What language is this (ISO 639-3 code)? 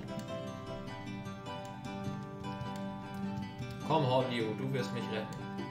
deu